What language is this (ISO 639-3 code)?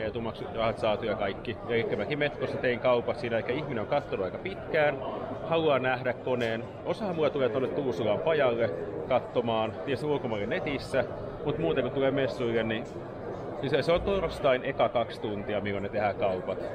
fin